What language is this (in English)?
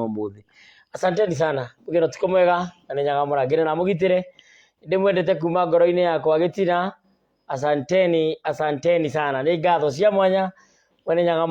Kikuyu